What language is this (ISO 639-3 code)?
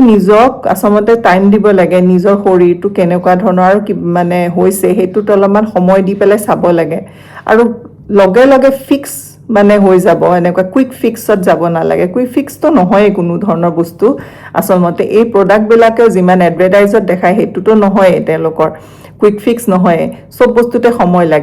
asm